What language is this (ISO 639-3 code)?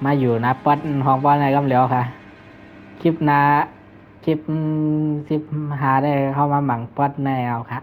shn